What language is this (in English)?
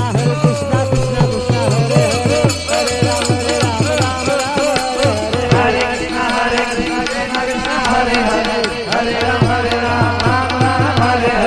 Gujarati